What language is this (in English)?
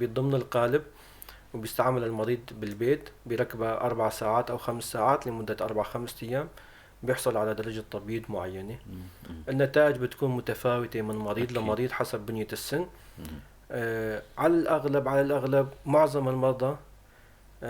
North Levantine Arabic